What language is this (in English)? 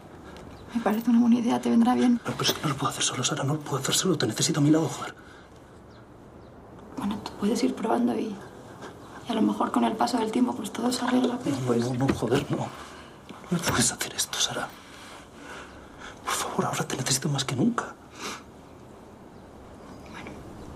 Spanish